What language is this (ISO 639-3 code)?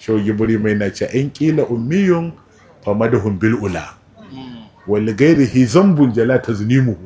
hau